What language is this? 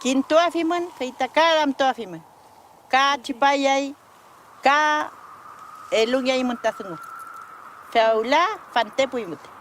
Mapuche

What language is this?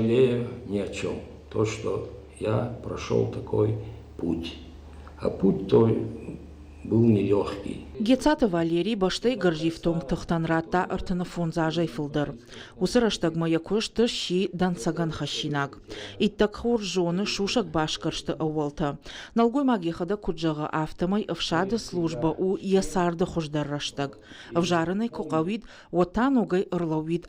Ossetic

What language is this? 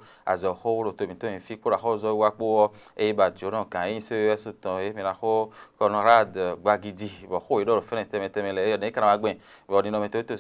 Fon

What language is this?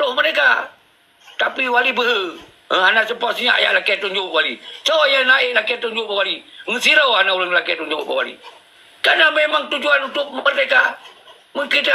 Achinese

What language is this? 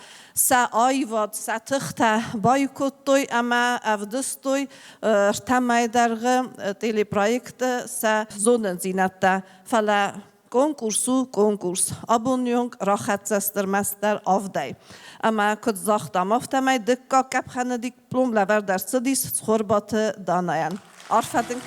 Ossetic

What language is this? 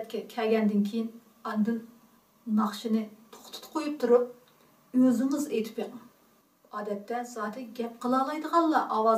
Uyghur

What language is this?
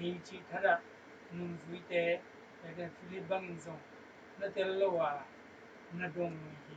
Tedim Chin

